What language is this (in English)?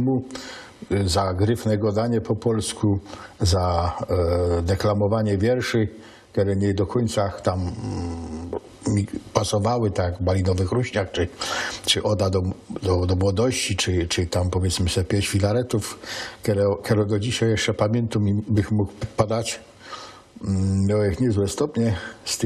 Silesian